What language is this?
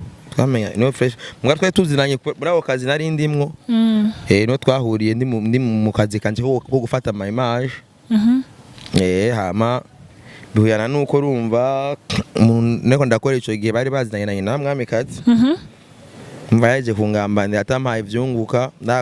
Rundi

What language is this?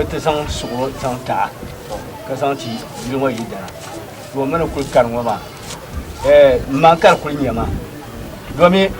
Dagbani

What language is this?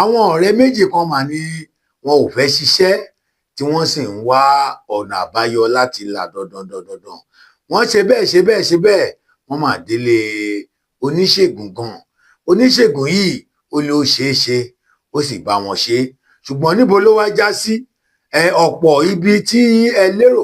Yoruba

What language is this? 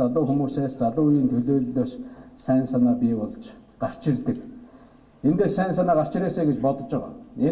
Mongolian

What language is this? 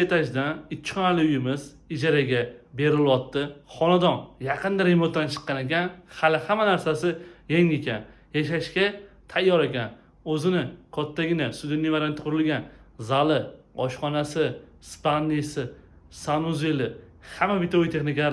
Uzbek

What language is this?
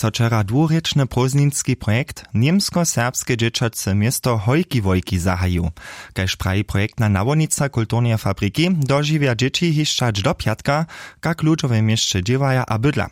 Upper Sorbian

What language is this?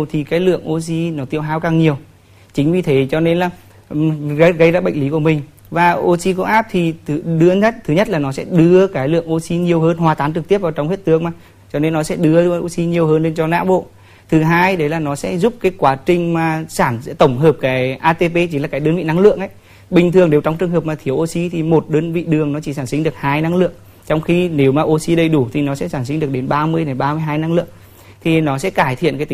Vietnamese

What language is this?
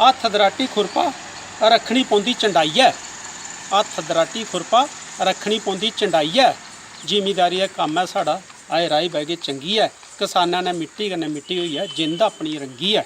Dogri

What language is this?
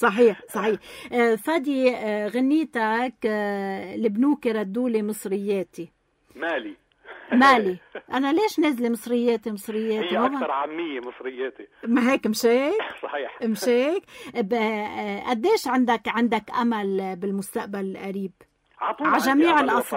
North Levantine Arabic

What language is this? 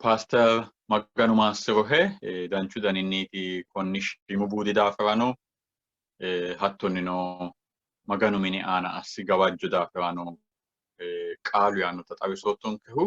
Sidamo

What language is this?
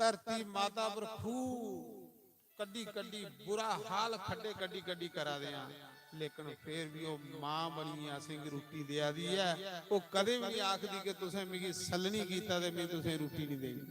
Dogri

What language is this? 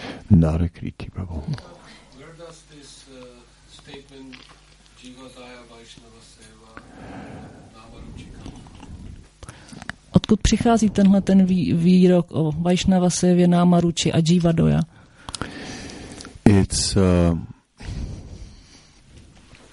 Czech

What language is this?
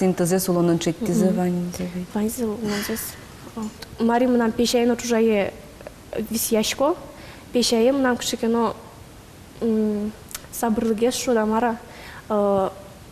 Udmurt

